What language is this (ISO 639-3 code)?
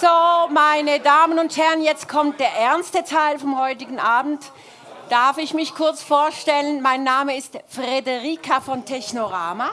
gsw